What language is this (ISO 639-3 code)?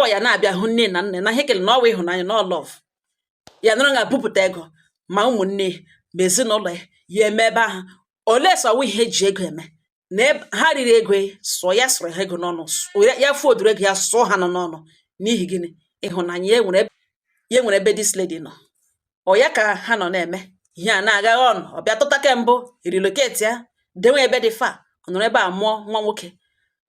ibo